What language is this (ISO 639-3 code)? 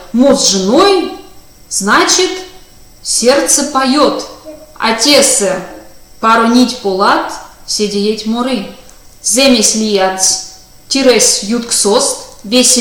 myv